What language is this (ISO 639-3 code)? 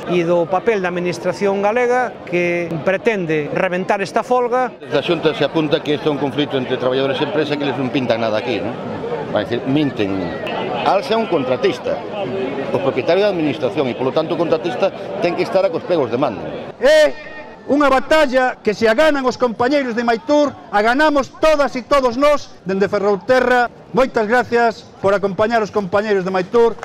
glg